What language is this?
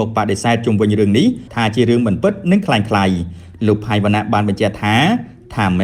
Khmer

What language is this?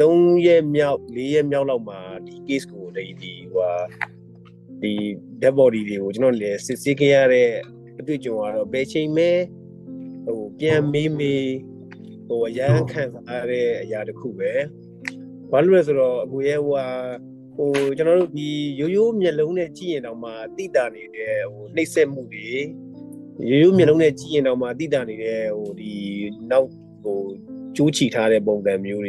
Burmese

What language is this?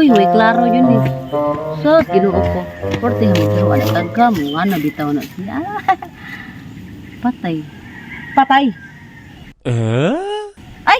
Cebuano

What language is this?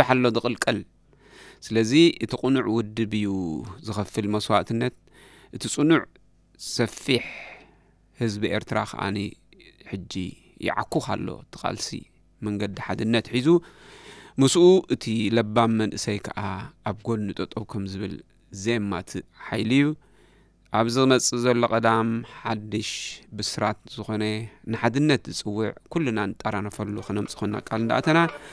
Tigrinya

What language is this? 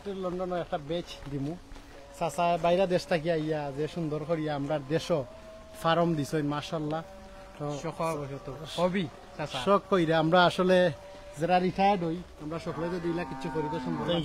Sylheti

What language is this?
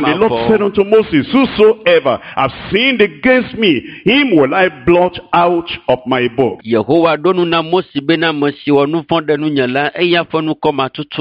Ewe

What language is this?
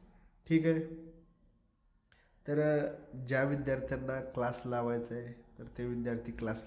Marathi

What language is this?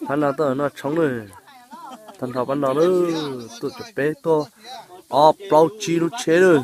Hmong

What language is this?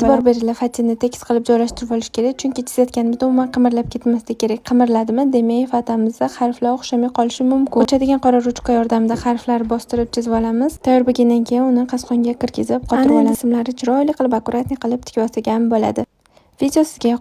Uzbek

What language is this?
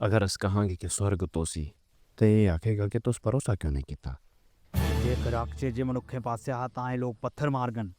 Dogri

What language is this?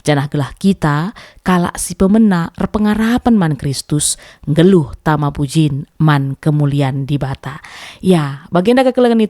Batak Karo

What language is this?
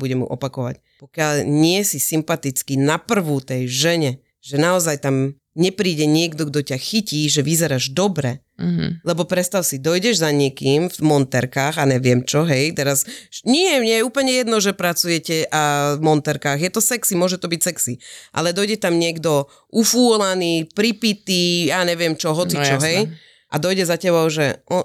Slovak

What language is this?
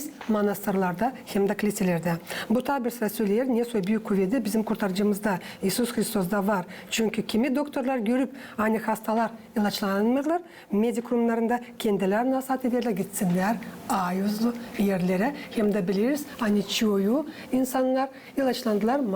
Gagauz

